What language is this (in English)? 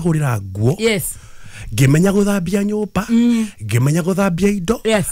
Kikuyu